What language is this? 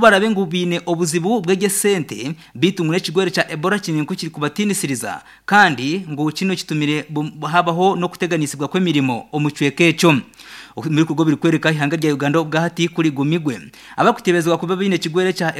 Nyankole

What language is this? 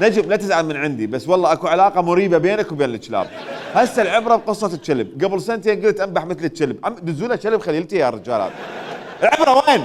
Mesopotamian Arabic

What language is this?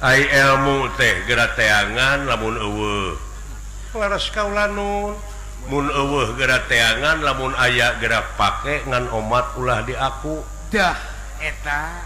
Sundanese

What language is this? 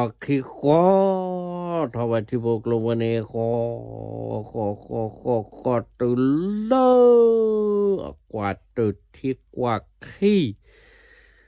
S'gaw Karen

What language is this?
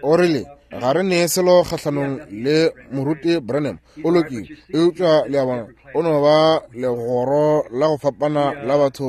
Northern Sotho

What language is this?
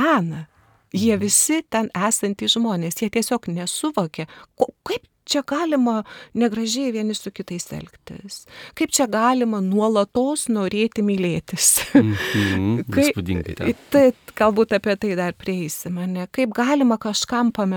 Lithuanian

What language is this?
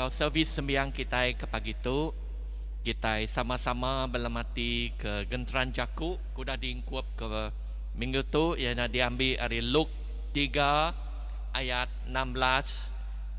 Iban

